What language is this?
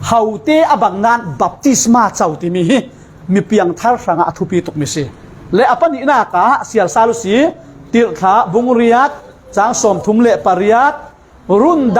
Falam Chin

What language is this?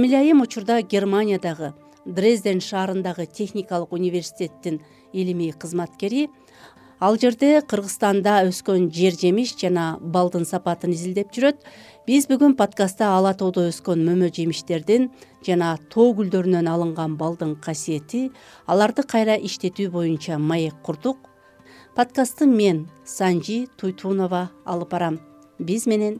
Kyrgyz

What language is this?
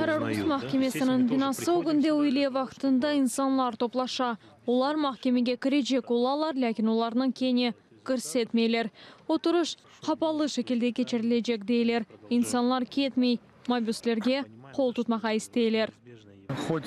Crimean Tatar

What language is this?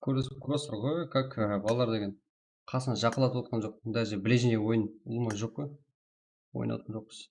Kara-Kalpak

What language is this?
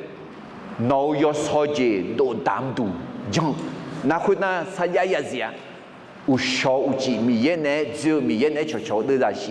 Akha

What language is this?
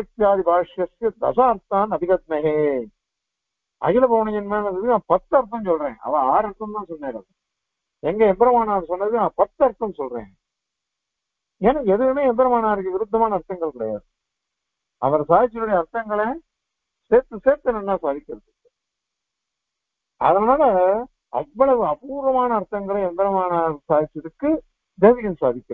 Tamil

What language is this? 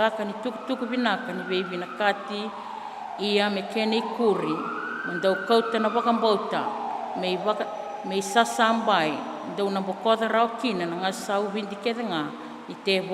Fijian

